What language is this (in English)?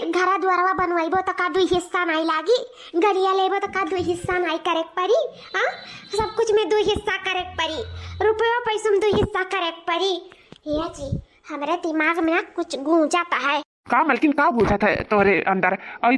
Awadhi